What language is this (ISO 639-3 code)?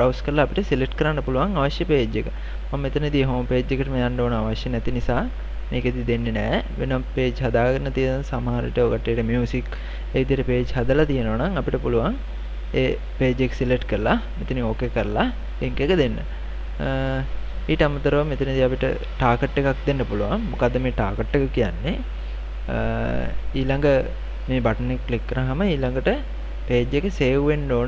sin